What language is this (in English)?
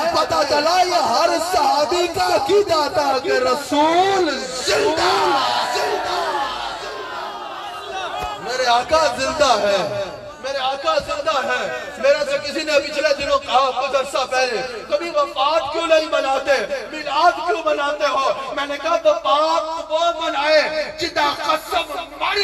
Urdu